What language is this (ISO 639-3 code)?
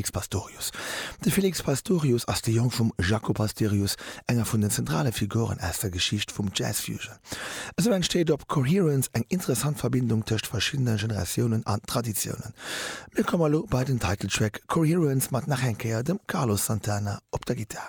ltz